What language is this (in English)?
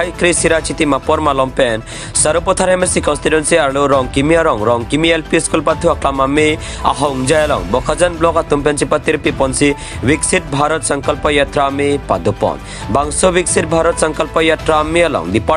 Karbi